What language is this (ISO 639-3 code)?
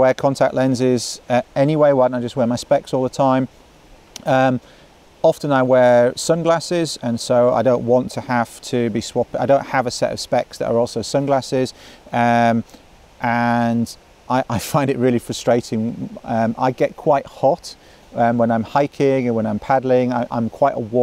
eng